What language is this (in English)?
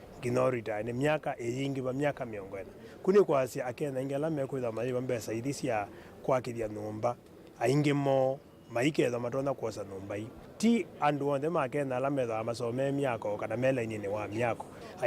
Kamba